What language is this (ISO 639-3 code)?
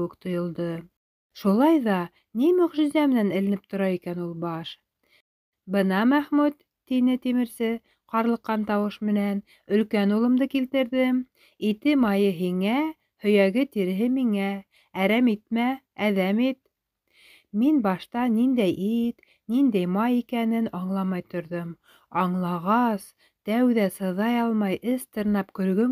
bak